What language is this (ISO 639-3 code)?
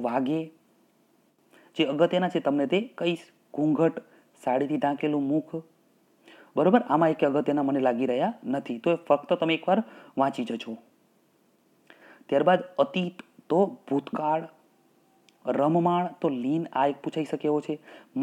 guj